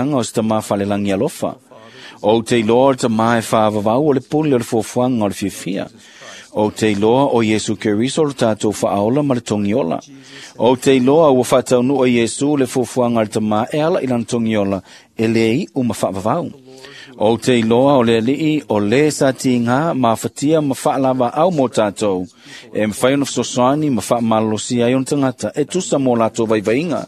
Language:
Samoan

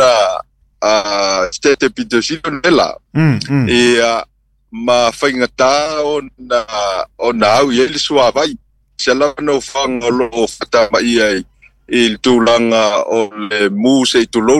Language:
Samoan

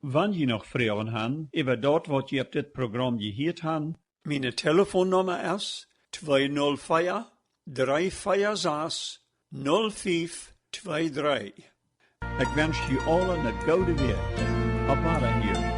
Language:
Plautdietsch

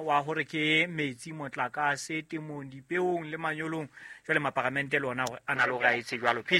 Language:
Southern Sotho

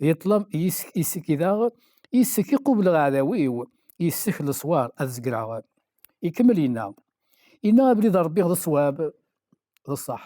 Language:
Kabyle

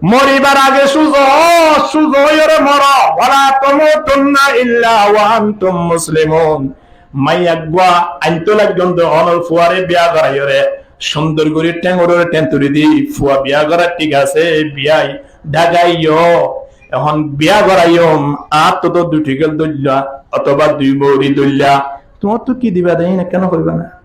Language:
Rohingya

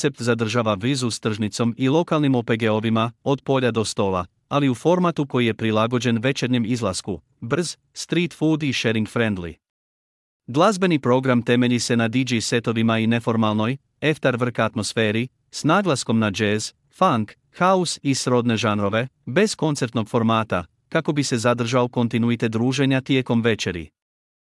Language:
Croatian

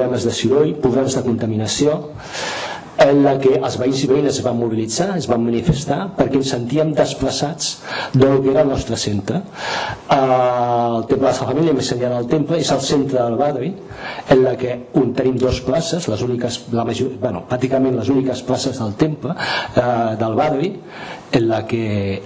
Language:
Catalan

